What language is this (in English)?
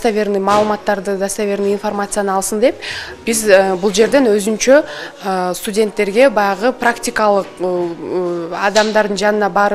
Kyrgyz